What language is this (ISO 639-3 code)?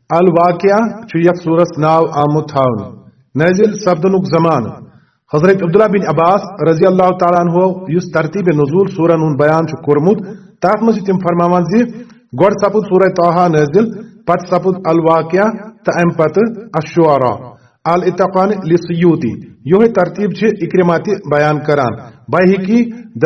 kas